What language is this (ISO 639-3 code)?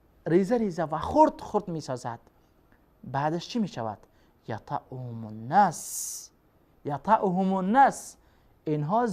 fas